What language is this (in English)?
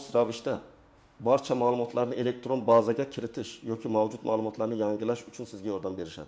Uzbek